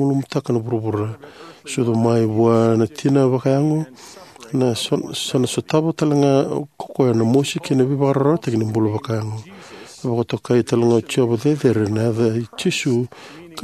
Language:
Fijian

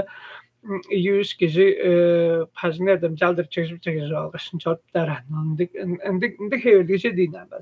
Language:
Tuvinian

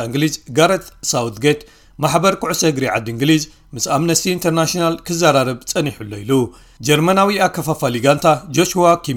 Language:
Tigrinya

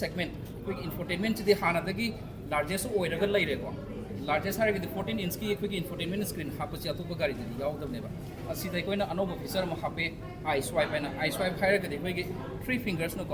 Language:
Manipuri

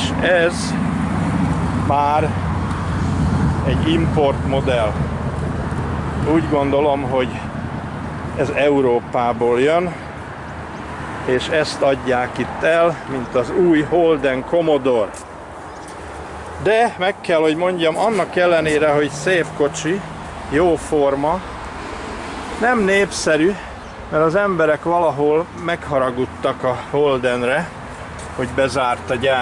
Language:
Hungarian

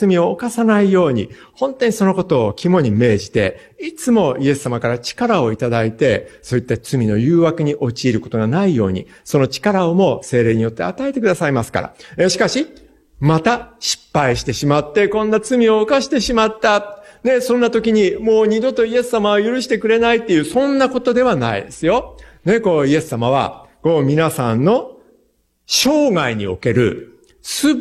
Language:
Japanese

